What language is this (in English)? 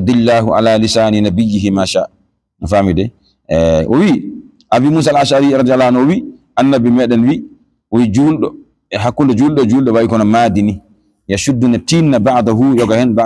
Fula